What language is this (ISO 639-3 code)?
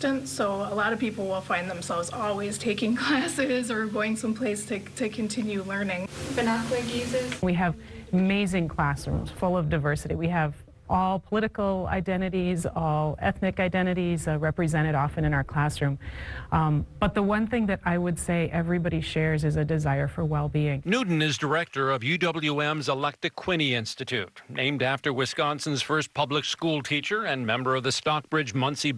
eng